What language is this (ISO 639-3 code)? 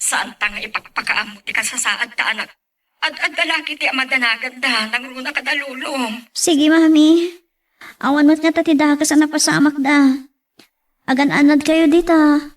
ilo